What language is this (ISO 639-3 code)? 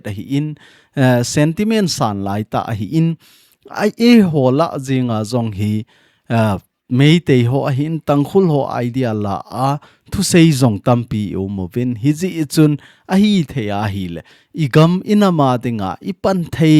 tcz